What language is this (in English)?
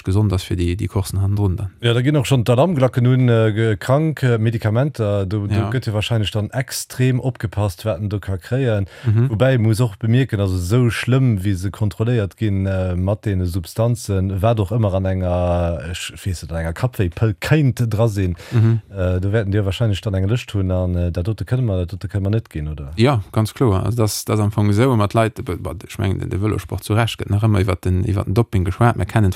Luxembourgish